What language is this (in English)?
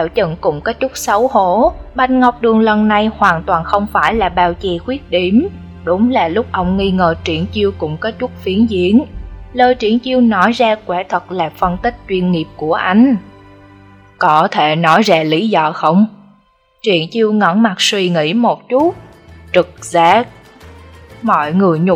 Vietnamese